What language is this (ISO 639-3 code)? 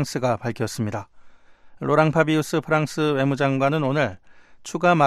kor